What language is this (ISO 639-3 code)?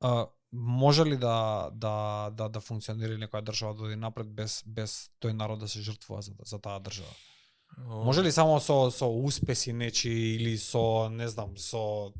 mkd